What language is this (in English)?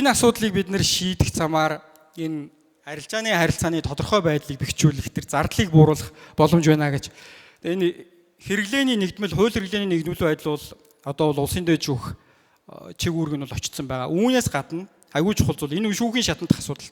Mongolian